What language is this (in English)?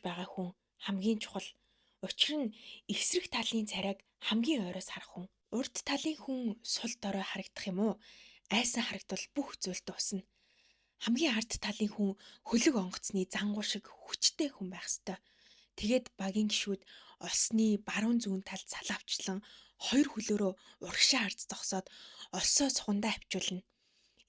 Mongolian